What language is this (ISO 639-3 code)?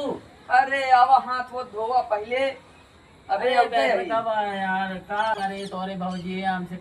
awa